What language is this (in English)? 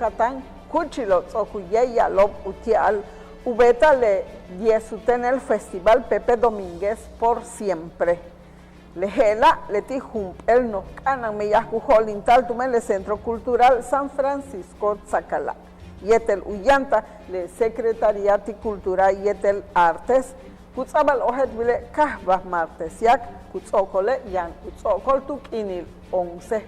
Yucateco